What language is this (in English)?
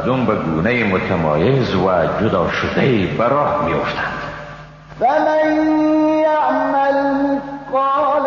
Persian